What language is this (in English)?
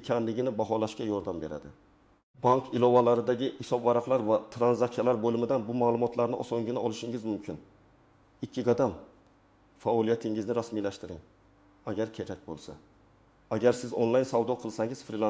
Uzbek